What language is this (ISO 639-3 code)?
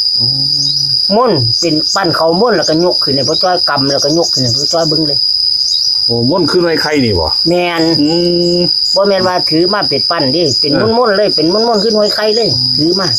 tts